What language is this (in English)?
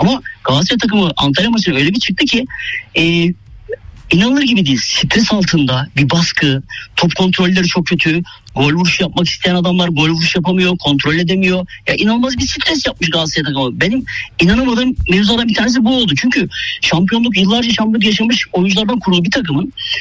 Turkish